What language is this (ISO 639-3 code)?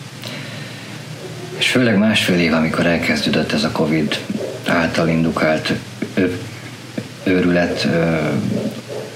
hun